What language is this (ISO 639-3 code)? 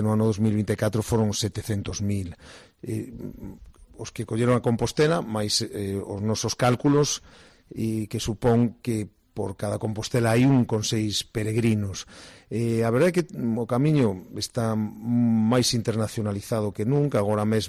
glg